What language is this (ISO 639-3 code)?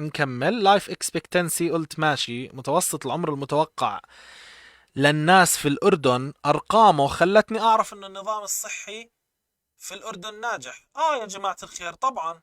apc